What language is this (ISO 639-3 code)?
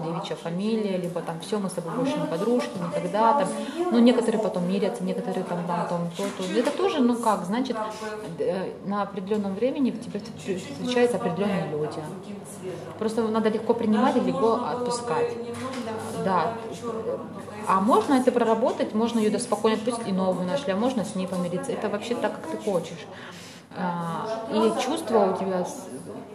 rus